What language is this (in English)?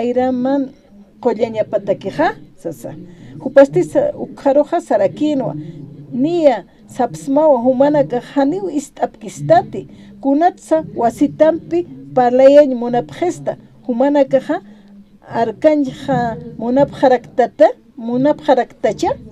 Aymara